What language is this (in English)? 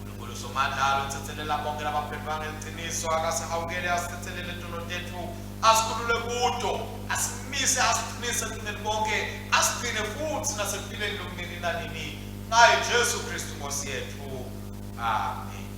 Swati